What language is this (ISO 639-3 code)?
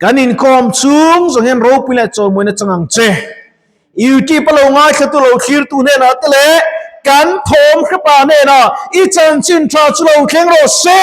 lus